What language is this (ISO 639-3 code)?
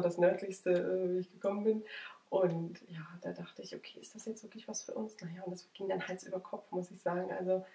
deu